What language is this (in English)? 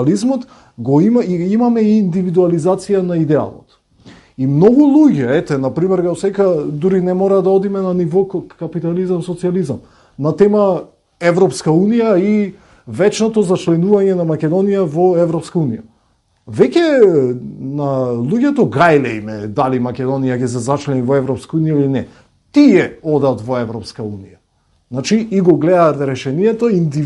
Macedonian